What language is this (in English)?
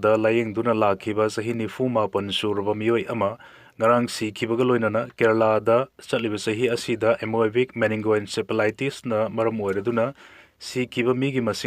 Manipuri